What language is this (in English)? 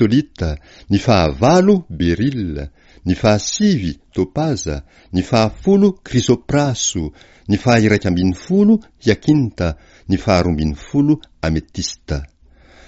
Malagasy